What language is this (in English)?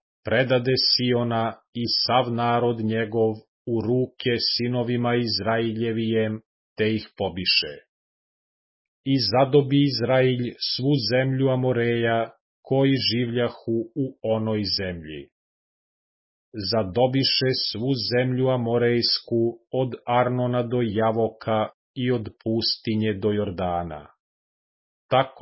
Serbian